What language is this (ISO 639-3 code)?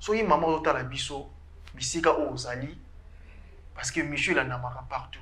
lin